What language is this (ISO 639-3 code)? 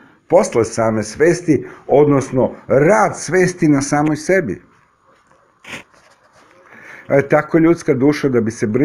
srp